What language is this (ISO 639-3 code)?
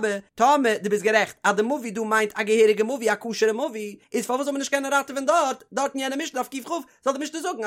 yid